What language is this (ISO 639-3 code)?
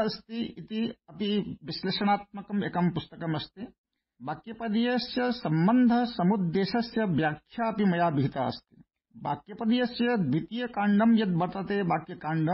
san